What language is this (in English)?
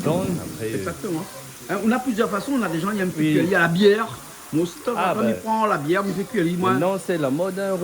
Réunion Creole French